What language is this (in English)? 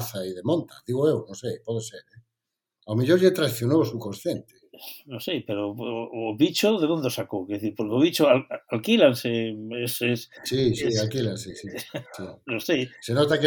Galician